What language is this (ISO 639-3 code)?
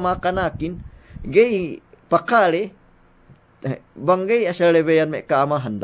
yka